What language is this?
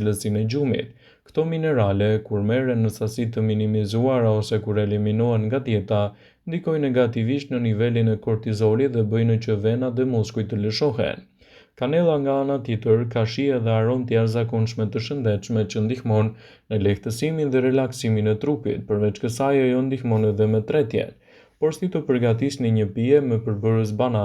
Albanian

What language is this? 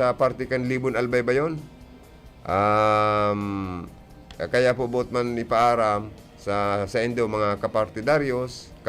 Bikol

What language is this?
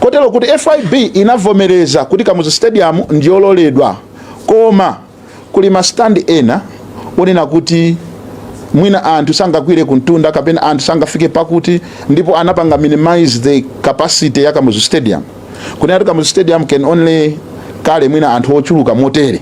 Nyanja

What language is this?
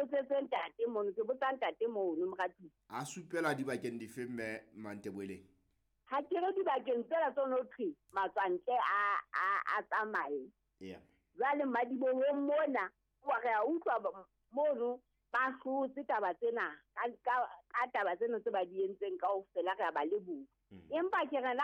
Southern Sotho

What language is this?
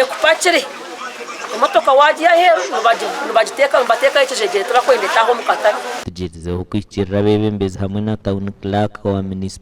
Nyankole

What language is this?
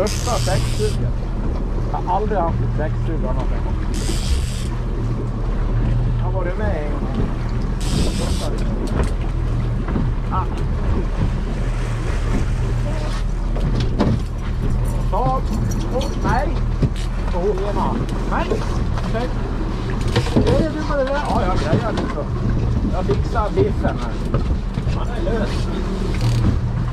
Swedish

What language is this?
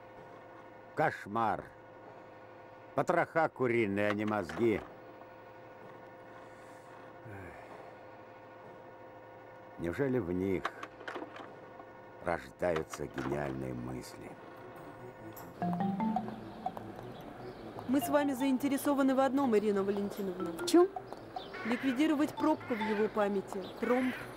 Russian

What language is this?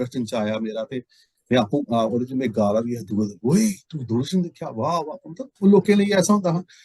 Dogri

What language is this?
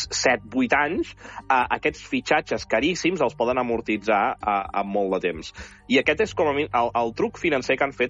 Catalan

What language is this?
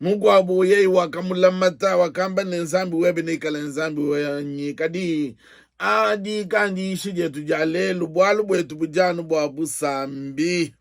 Luba-Lulua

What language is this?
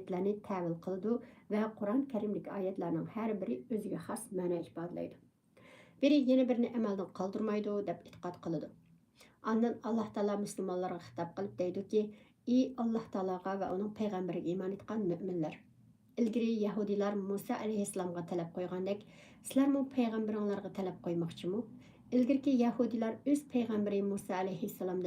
Uyghur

